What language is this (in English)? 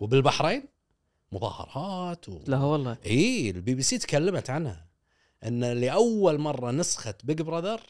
Gulf Arabic